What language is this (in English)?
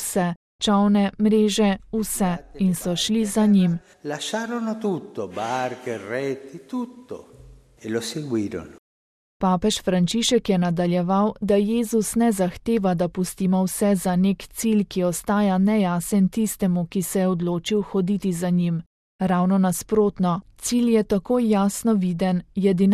Slovenian